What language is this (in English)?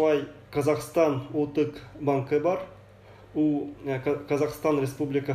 Bashkir